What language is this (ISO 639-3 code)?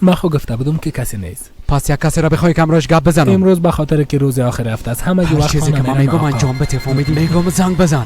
fas